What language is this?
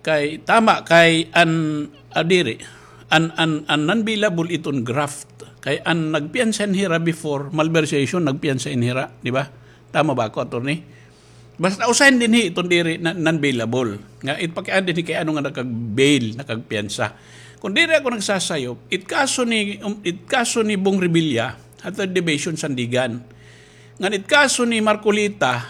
Waray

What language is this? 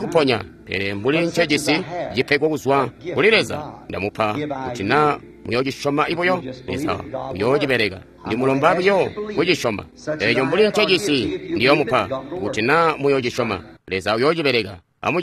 Tonga (Zambia)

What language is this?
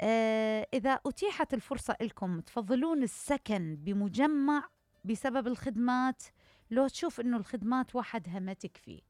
Mesopotamian Arabic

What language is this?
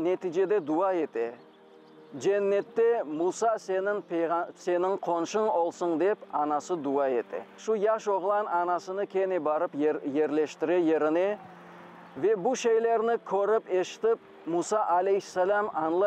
Crimean Tatar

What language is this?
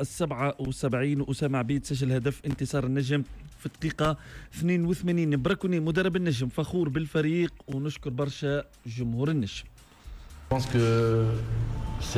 Tunisian Arabic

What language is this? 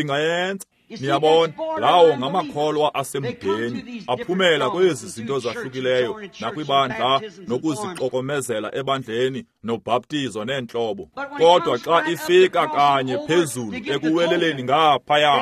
Xhosa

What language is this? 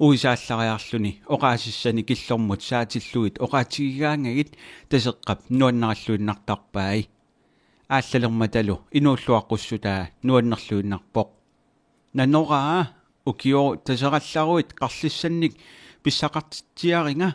Kalaallisut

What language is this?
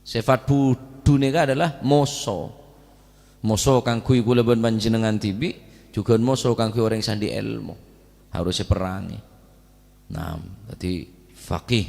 Madurese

